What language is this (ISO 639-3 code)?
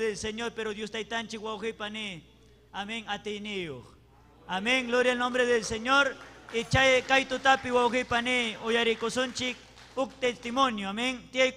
quy